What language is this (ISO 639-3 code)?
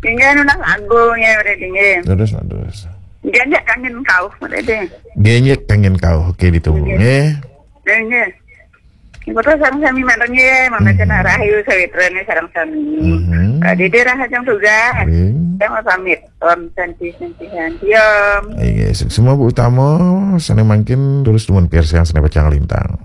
ban